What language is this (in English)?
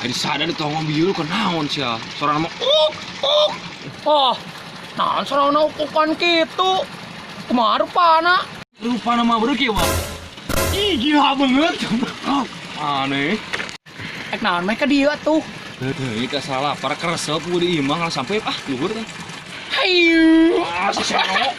Sundanese